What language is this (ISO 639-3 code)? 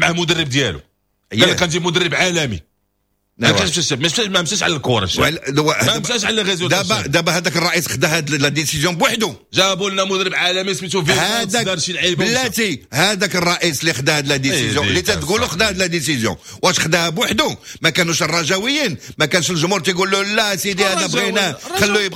ary